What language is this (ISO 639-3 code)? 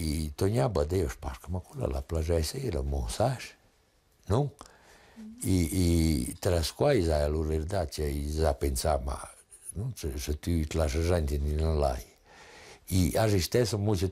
roh